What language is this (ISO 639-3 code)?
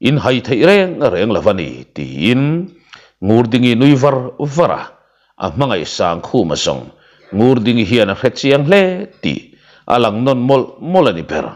lus